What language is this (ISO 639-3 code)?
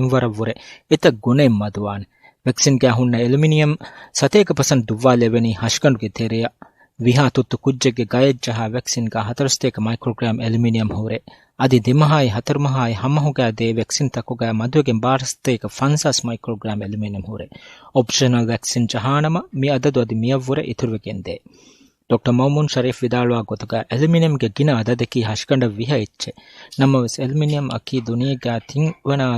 div